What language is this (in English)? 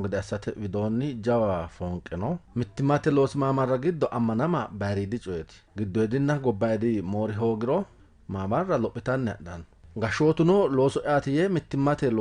Sidamo